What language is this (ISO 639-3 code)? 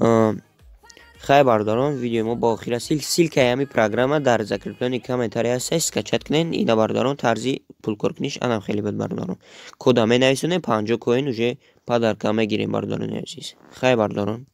tgk